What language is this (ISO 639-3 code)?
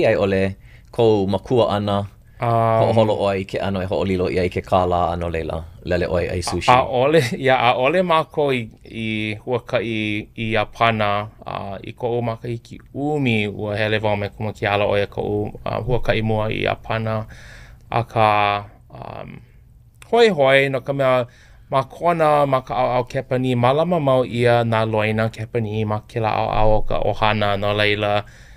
haw